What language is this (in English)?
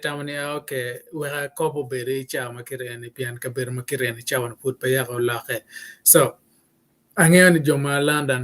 Acoli